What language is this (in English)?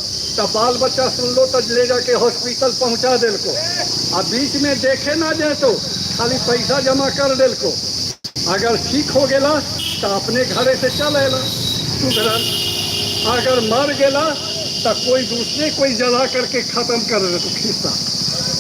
Magahi